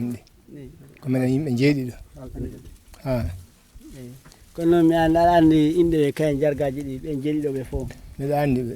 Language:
Fula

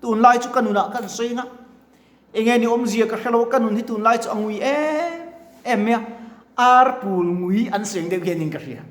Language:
Mizo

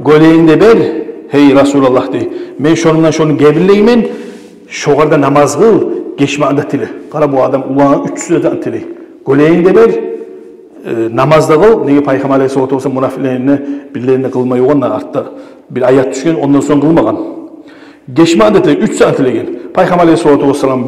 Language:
Kumyk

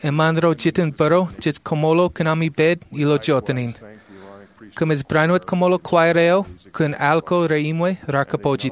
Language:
Marshallese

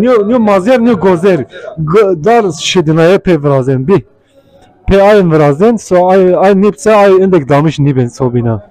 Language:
Zaza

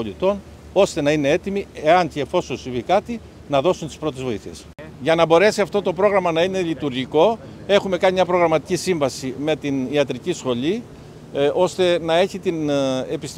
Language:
Greek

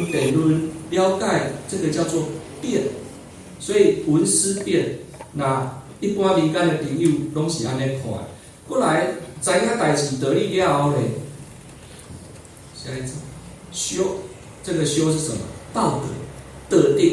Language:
Min Nan Chinese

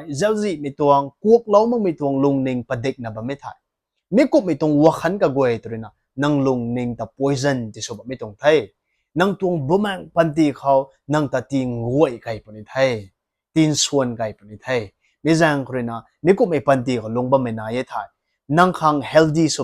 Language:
Rongmei Naga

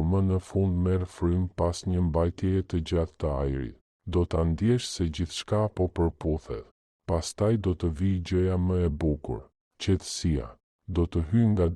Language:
Albanian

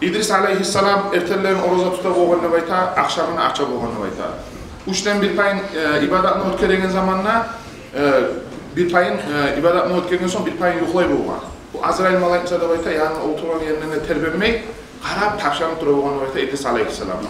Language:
Kumyk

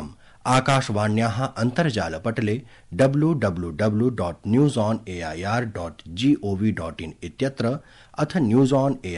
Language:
Sanskrit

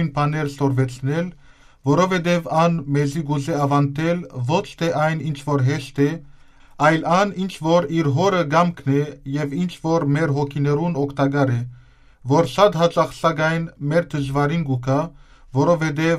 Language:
Western Armenian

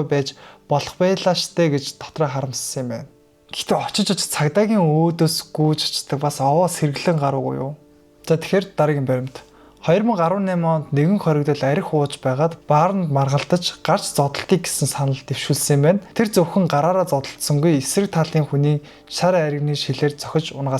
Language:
Mongolian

